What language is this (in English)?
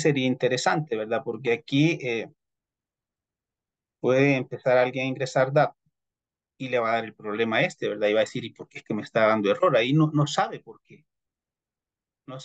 Spanish